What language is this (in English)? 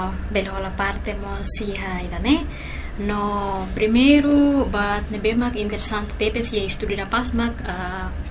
Tetum